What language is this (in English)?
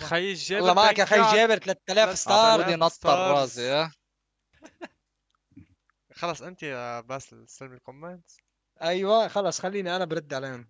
North Levantine Arabic